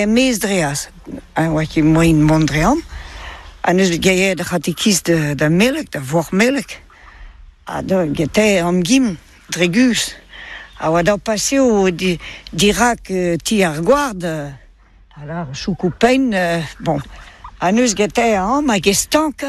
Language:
Breton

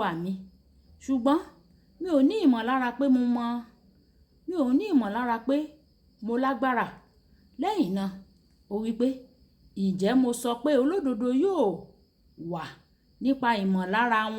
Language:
Yoruba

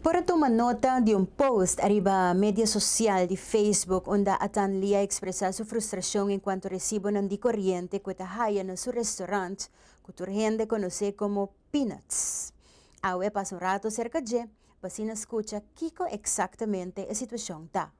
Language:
Papiamento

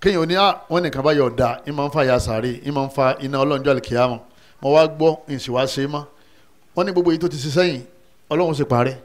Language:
Yoruba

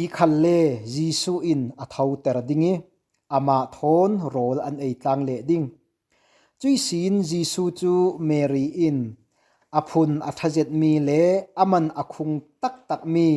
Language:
Falam Chin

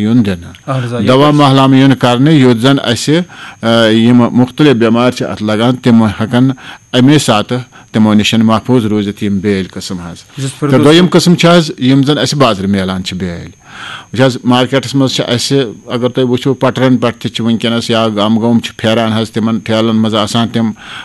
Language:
Kashmiri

